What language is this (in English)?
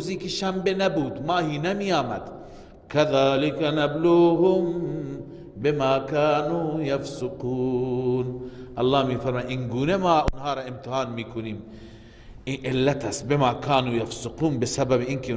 Persian